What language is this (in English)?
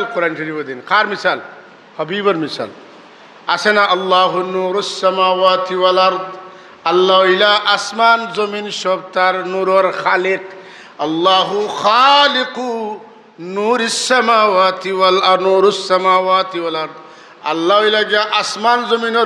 Sylheti